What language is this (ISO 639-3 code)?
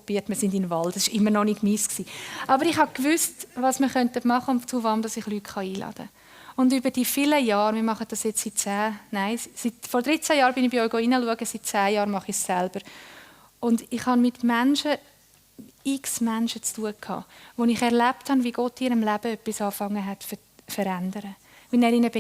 gsw